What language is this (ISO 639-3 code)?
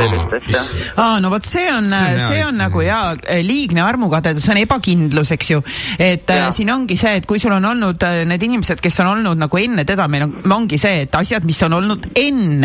est